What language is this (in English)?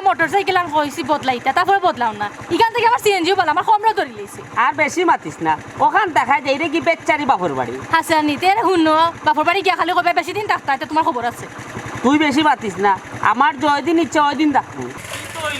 Sylheti